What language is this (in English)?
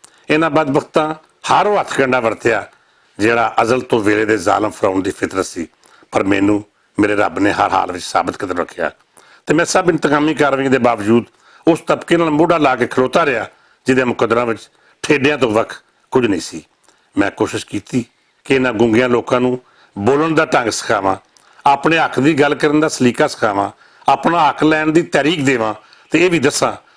Western Panjabi